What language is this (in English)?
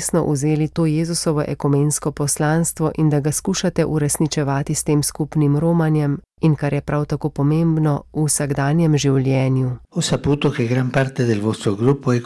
Slovenian